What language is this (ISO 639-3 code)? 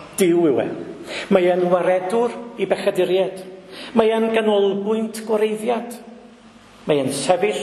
cym